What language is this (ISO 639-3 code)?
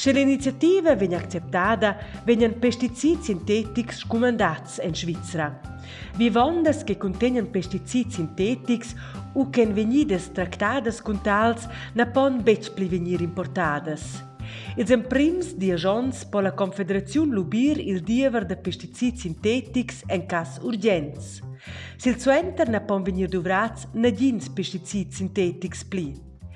roh